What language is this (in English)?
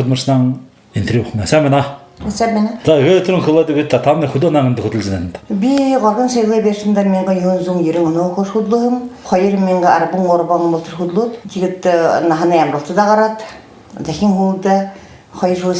Buriat